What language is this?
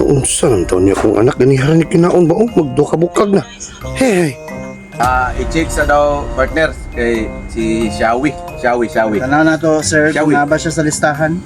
Cebuano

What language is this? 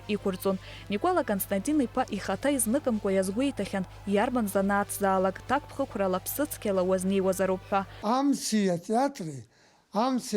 Abkhazian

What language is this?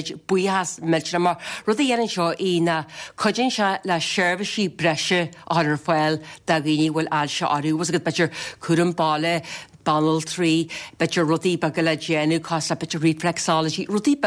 Irish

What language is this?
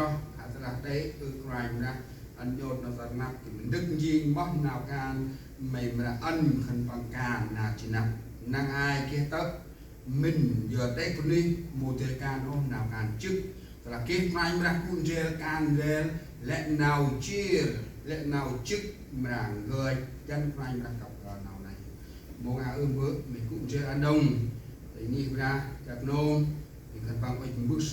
Central Mnong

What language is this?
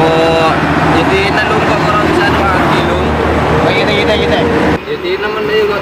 Madurese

